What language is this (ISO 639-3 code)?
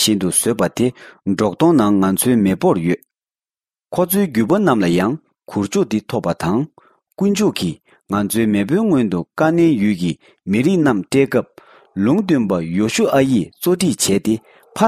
bod